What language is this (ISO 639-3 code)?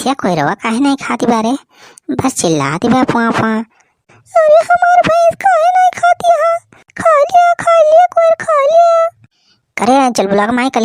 awa